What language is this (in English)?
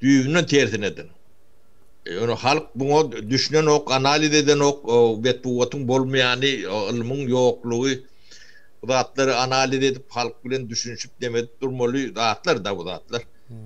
Turkmen